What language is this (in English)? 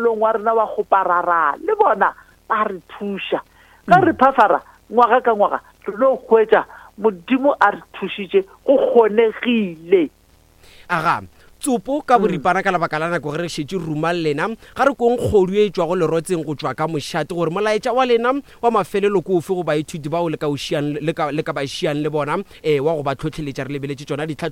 Northern Sotho